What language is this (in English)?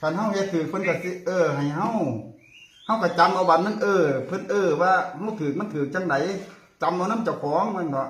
Northeastern Thai